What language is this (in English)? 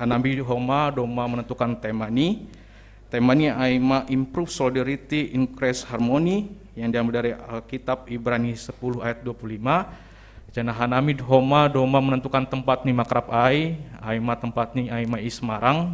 Batak Simalungun